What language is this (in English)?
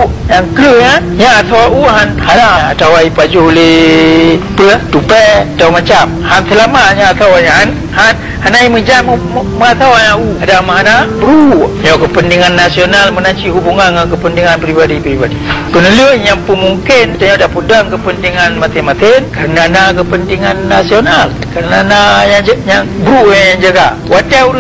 Achinese